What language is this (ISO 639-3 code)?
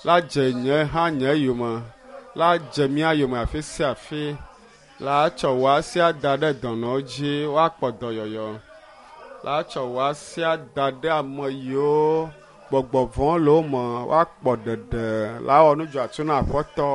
ewe